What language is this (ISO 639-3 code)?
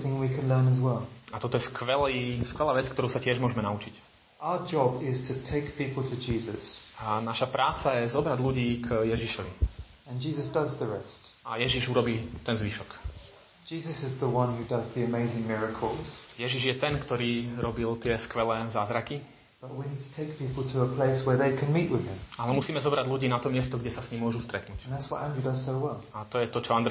slk